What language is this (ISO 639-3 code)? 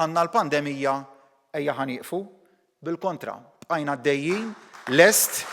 mlt